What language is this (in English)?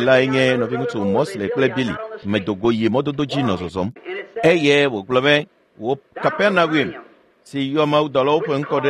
Ewe